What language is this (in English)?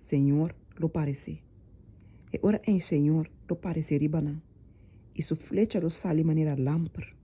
Papiamento